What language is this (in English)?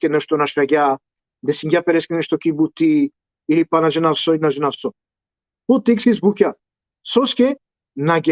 Balkan Romani